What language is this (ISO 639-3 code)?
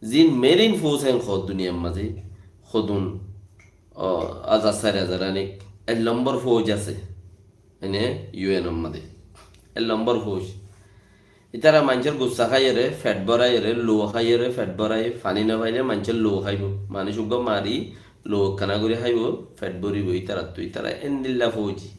rhg